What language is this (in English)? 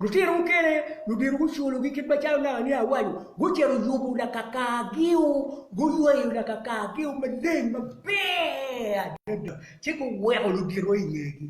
Acoli